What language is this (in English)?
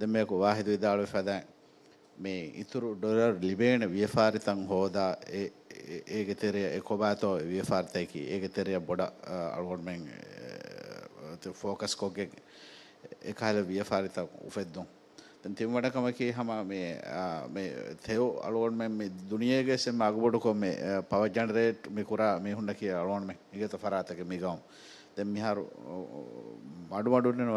Divehi